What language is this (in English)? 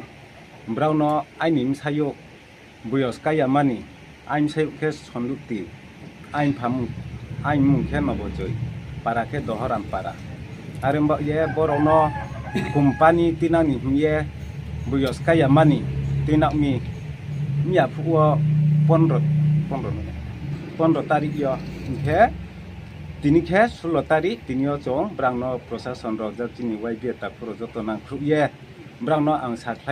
Riang (India)